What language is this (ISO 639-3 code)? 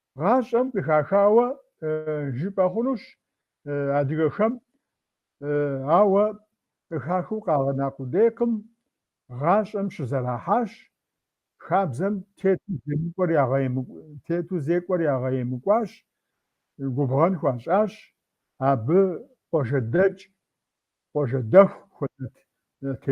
kbd